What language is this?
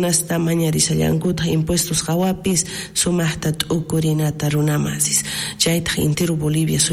South Bolivian Quechua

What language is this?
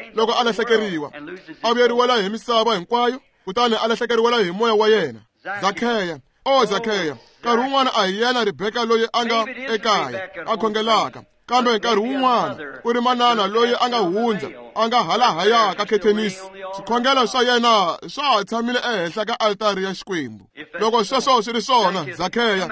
Tsonga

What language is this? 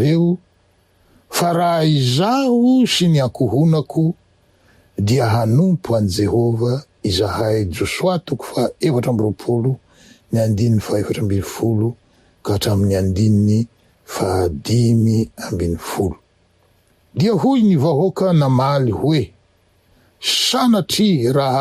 Malagasy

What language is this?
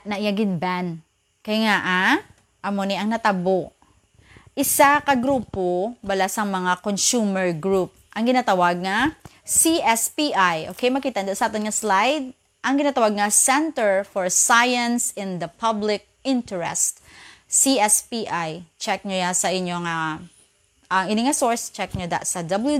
Hiligaynon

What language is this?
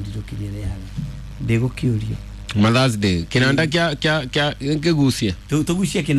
Kikuyu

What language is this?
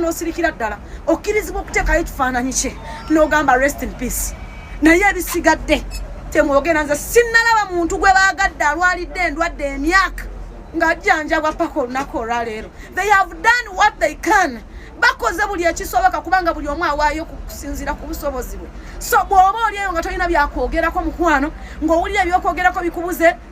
Ganda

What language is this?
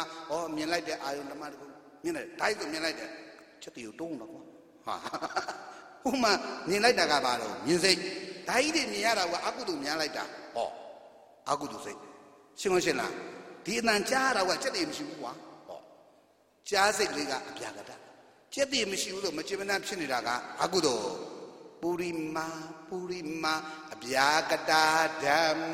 Burmese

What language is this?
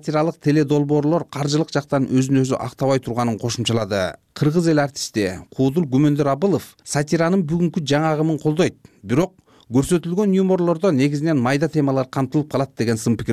Kyrgyz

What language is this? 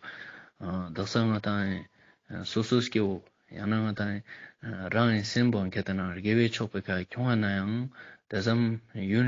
Ladakhi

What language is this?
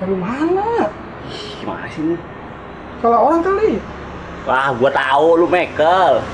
Betawi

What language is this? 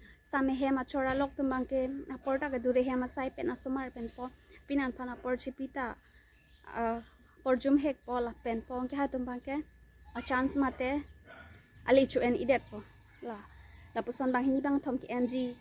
Karbi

